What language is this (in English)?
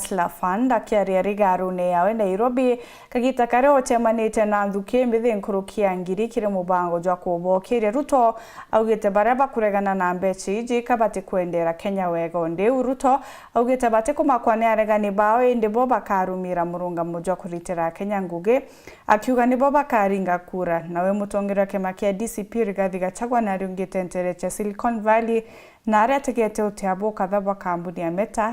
Meru